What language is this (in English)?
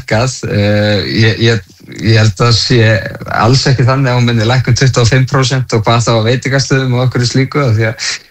Icelandic